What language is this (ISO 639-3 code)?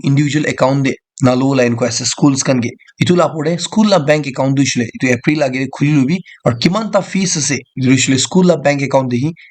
nag